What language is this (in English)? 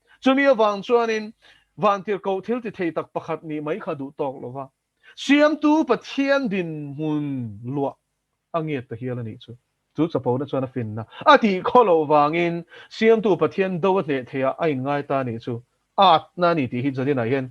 Mizo